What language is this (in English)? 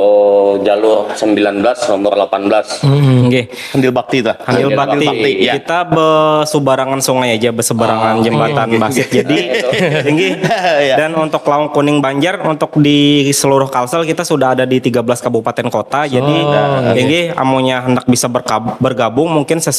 Banjar